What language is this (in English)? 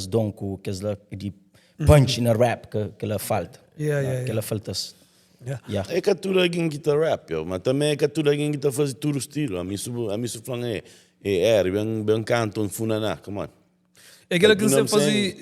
Kabuverdianu